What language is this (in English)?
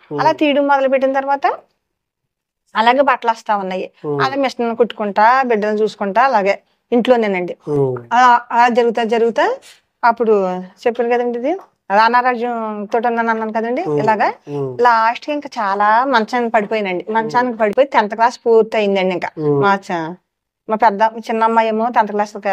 Telugu